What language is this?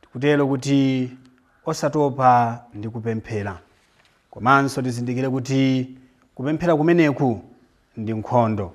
Nyanja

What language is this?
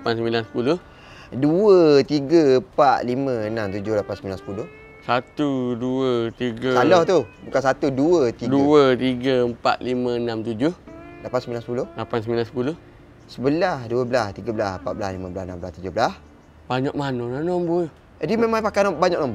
Malay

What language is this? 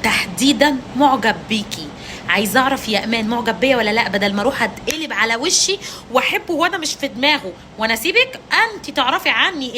Egyptian Arabic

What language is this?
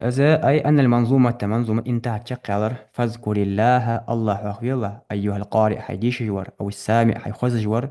Ingush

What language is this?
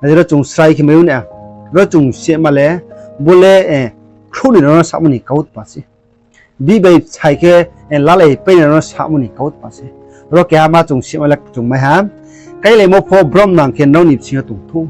Riang (India)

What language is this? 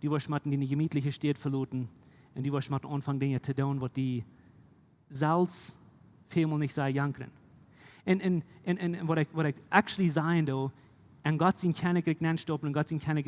Plautdietsch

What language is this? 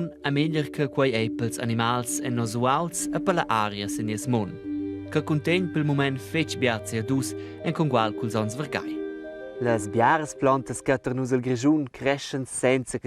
Romansh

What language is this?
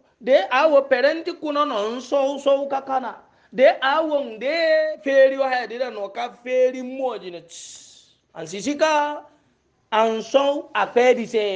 Hausa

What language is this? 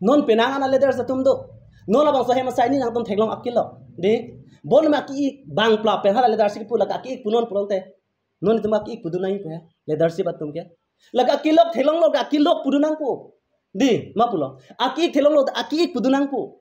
Karbi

